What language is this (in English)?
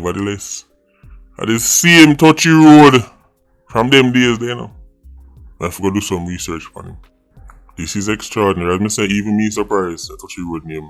Jamaican Creole English